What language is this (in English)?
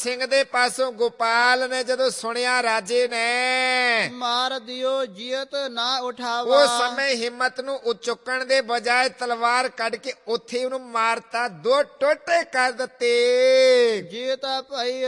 Punjabi